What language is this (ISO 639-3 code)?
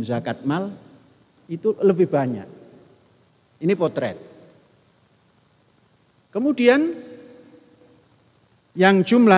ind